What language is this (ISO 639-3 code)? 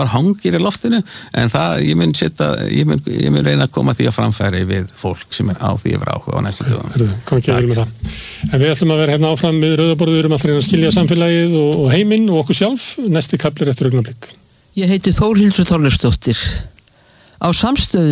isl